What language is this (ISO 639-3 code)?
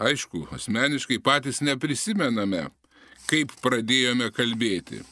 lit